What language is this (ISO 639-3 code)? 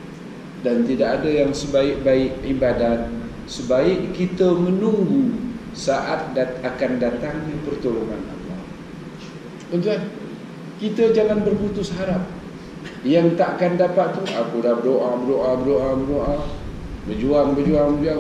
msa